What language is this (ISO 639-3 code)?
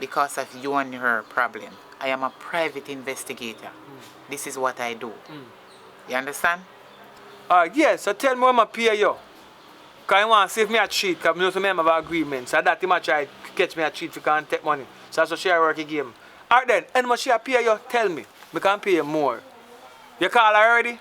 jam